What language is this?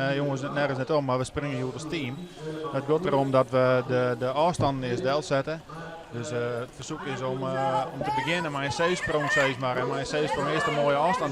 Western Frisian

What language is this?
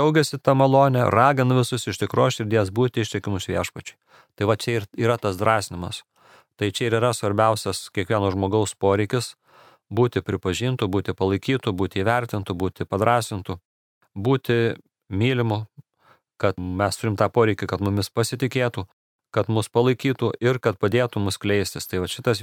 Lithuanian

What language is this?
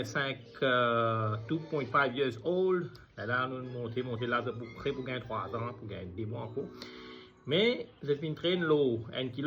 Morisyen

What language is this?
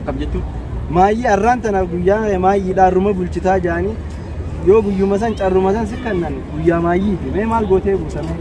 Oromo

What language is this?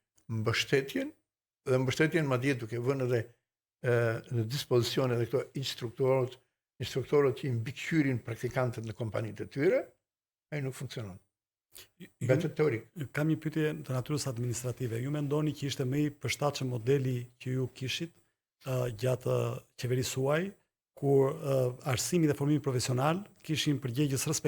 Albanian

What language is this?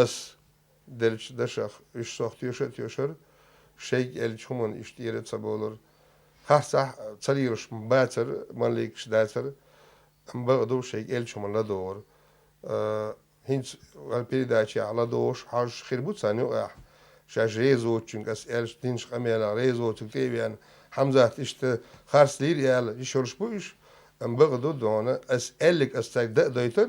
Chechen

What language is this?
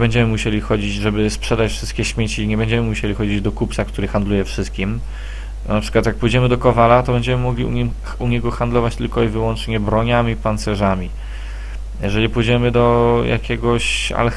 Polish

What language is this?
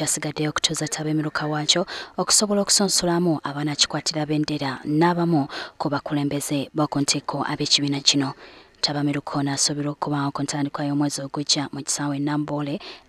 Ganda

